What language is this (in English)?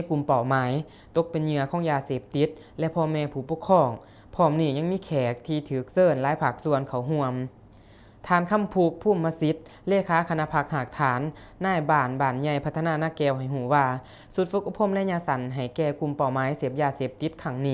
Lao